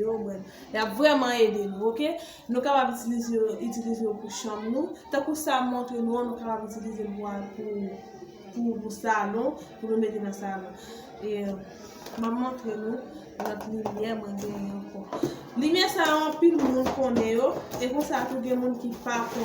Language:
Haitian Creole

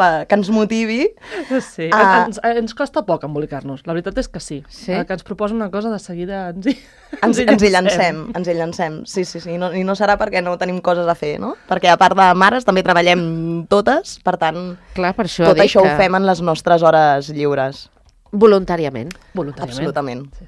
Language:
Catalan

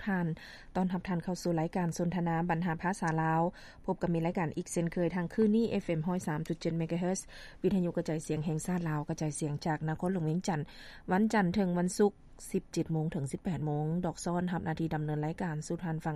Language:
Lao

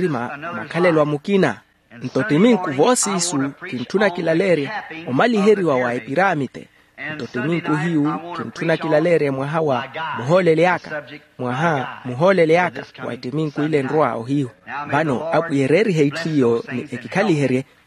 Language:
Makhuwa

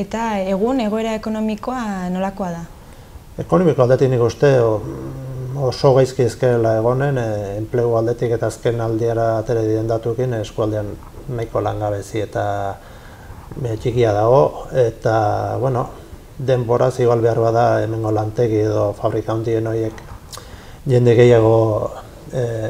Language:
Basque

